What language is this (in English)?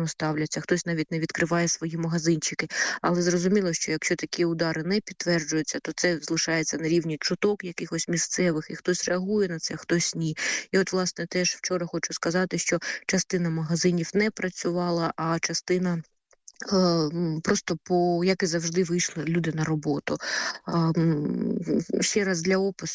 Ukrainian